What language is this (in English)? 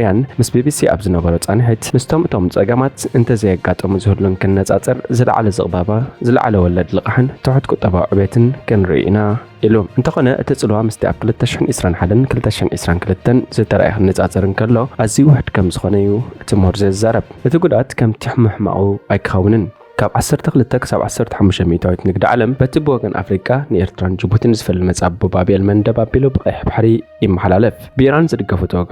Tigrinya